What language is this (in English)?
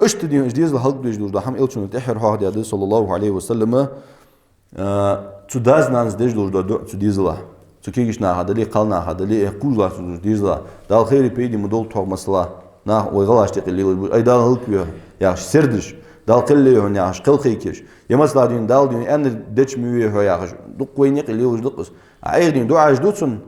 Ingush